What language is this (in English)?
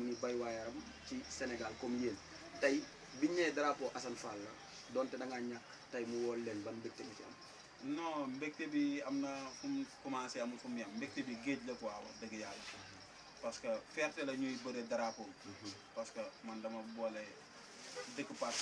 Wolof